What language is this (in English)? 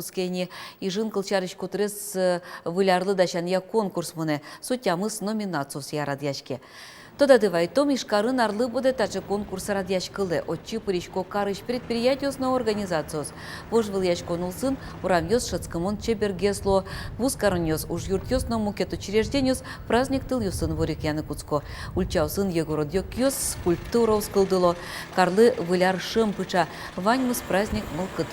Udmurt